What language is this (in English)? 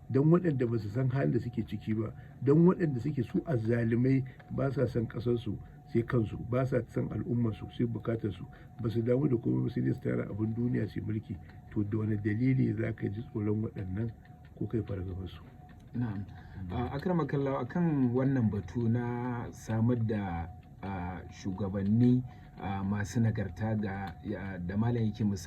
Hausa